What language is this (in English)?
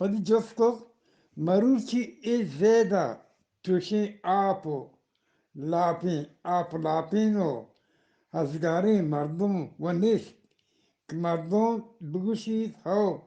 Eastern Balochi